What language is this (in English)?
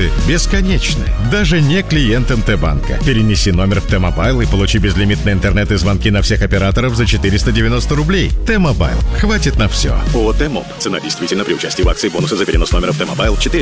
Russian